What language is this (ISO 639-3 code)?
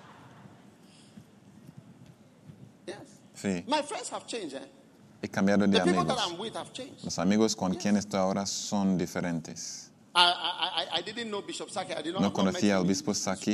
spa